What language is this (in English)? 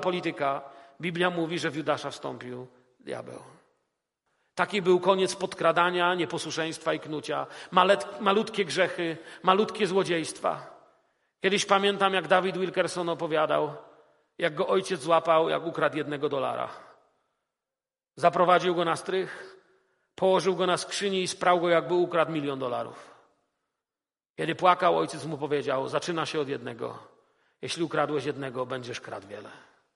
Polish